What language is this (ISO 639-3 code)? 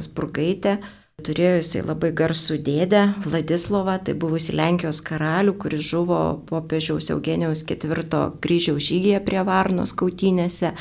lit